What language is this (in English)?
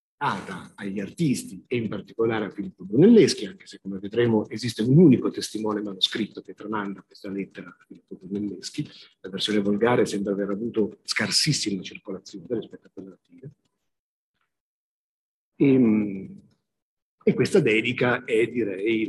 Italian